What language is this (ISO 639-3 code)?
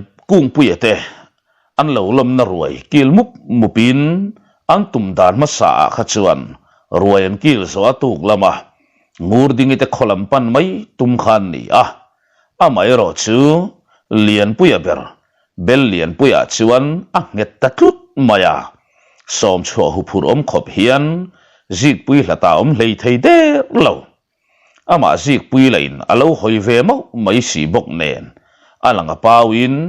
lus